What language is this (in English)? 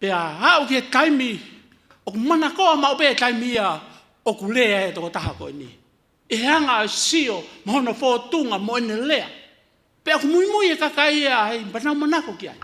Tongan